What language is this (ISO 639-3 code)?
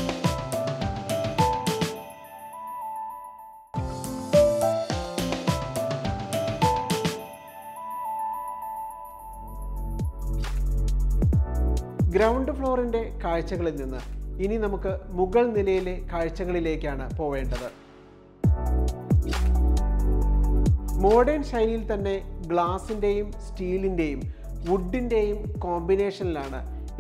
mal